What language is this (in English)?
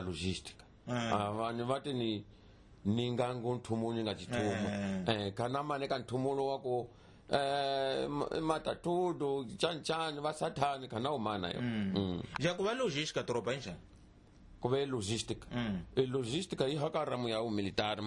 Tsonga